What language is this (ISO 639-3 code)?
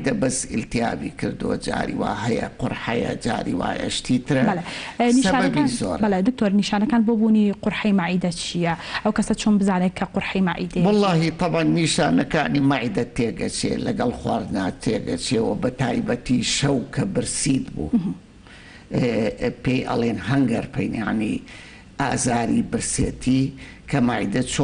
ckb